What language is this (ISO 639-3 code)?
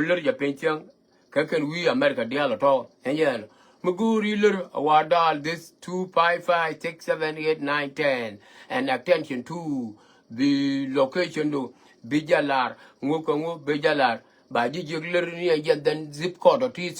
nus